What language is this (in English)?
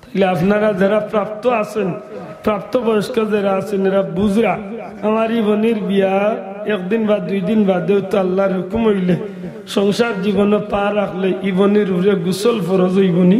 Sylheti